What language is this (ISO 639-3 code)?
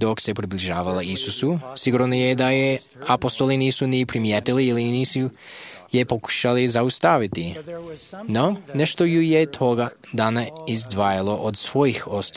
hrv